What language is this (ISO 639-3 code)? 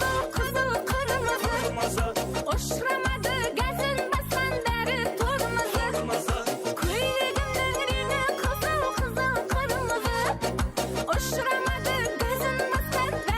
kaa